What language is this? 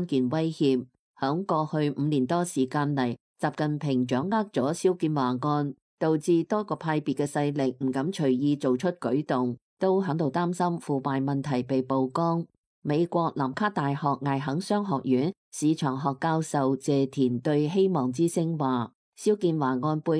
Cantonese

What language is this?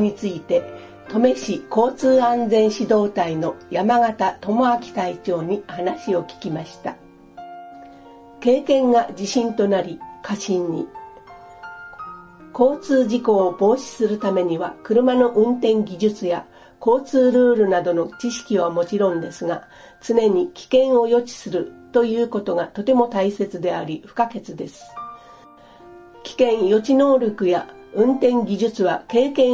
Japanese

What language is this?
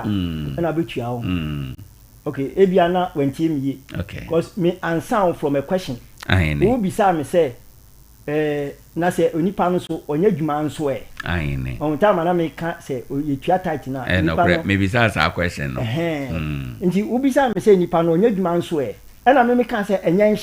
Akan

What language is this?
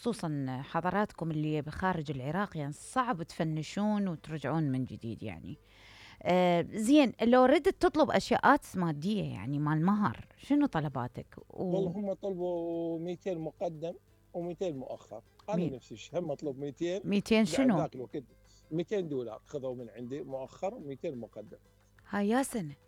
Mesopotamian Arabic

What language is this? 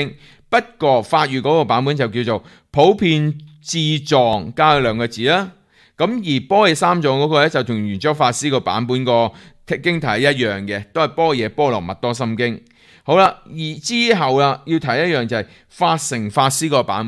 Cantonese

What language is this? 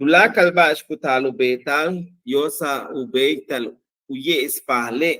Yucateco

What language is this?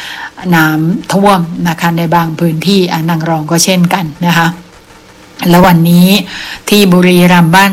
Thai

